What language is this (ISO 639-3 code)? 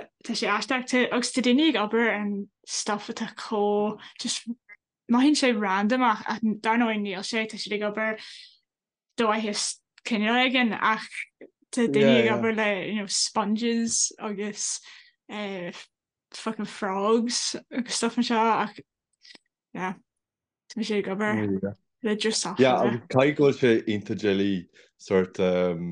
gle